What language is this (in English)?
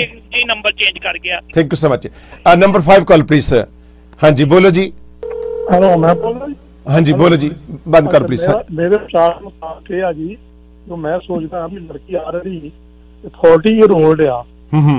Punjabi